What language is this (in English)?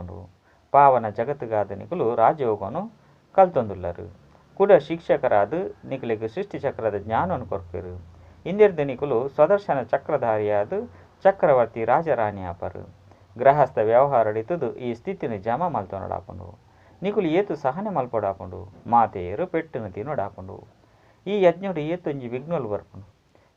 Tulu